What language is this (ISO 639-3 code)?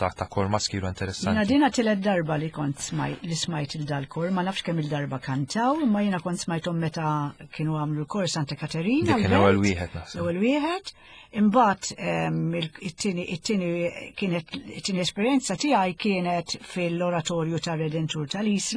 mlt